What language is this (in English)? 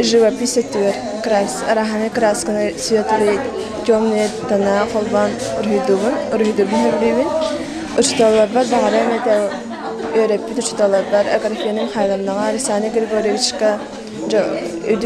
Yakut